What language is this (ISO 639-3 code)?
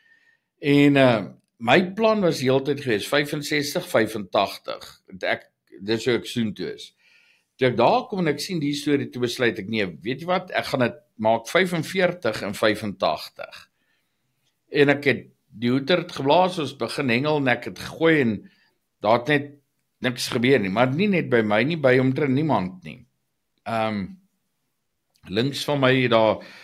afr